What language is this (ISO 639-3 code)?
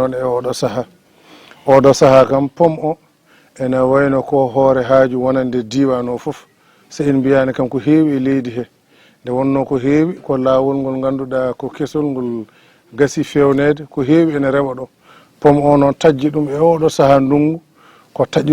ful